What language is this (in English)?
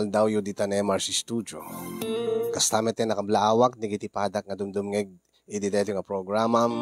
Iloko